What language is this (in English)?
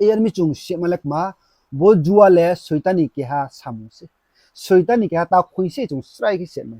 Riang (India)